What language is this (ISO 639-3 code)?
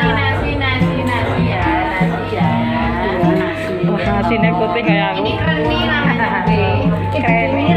ind